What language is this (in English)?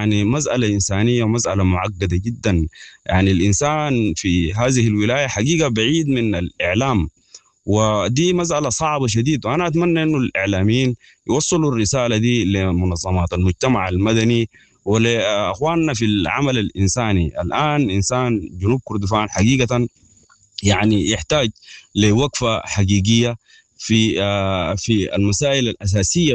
Sudanese Arabic